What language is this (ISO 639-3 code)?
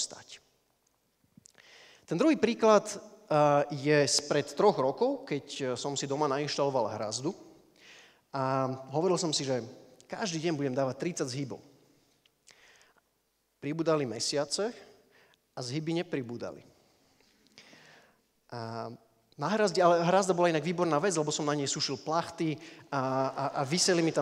slk